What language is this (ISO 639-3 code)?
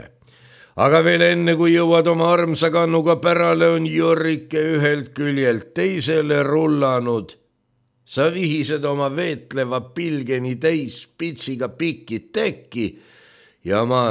est